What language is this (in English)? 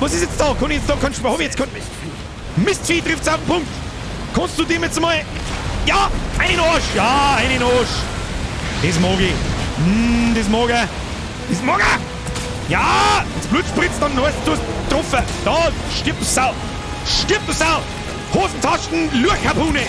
Bavarian